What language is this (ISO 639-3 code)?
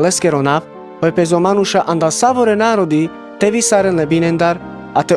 rmc